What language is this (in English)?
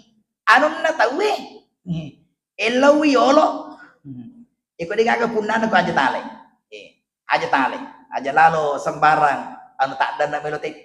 Buginese